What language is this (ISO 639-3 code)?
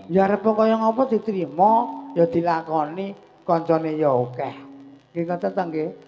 jav